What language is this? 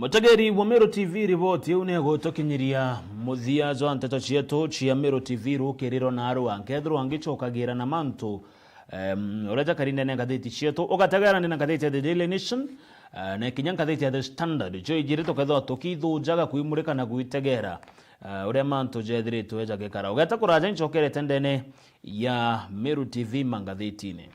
Meru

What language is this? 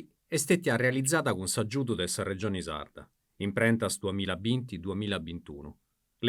Sardinian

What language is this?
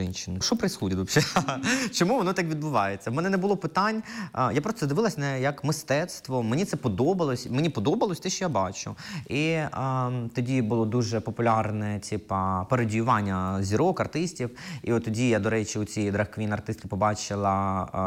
Ukrainian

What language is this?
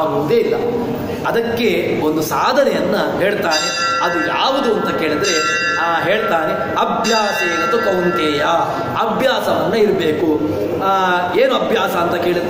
Kannada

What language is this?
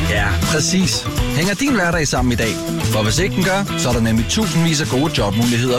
Danish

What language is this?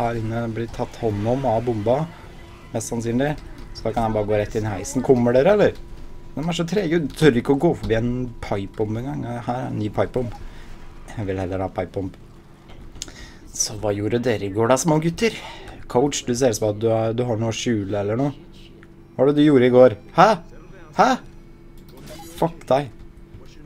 Norwegian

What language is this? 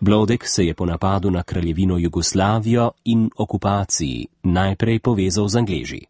Slovenian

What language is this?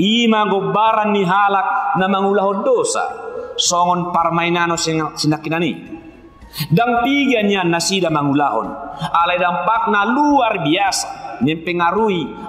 Batak Toba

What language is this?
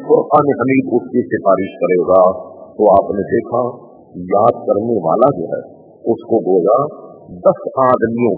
Urdu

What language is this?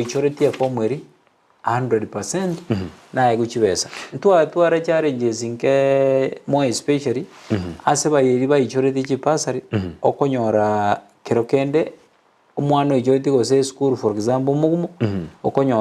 Gusii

